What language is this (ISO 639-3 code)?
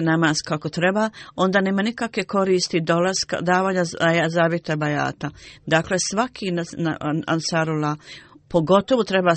bos